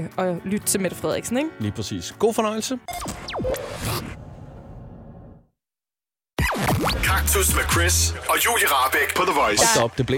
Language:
Danish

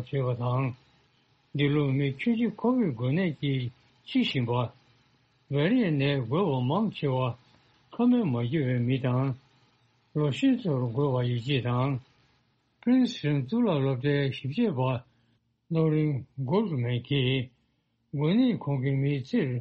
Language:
Tibetan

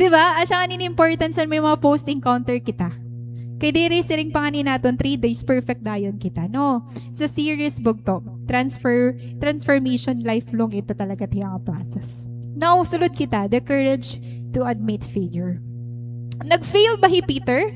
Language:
Waray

